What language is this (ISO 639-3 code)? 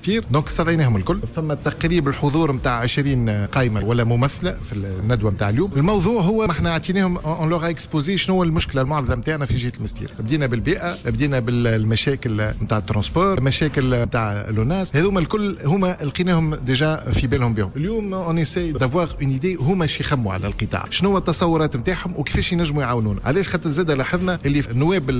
aeb